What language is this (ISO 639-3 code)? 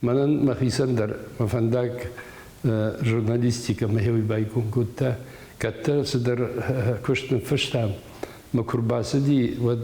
oss